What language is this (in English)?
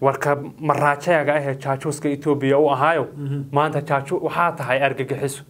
Somali